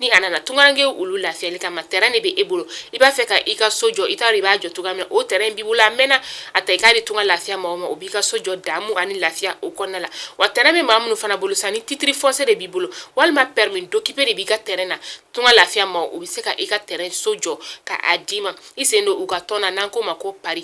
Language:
Bambara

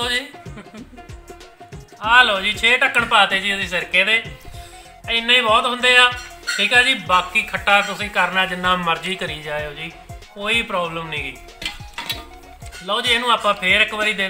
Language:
Punjabi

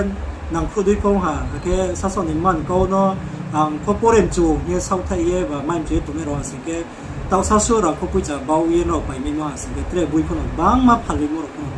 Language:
Riang (India)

